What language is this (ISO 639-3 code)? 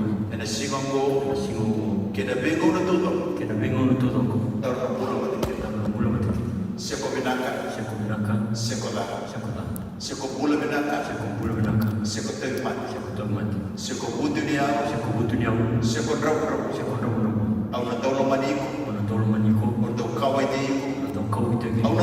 fij